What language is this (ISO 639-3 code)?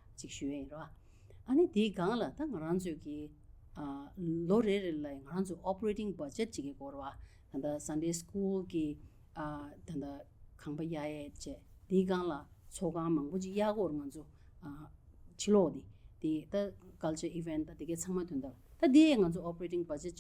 bod